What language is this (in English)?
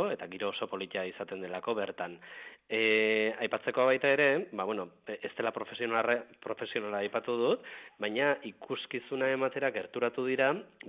Basque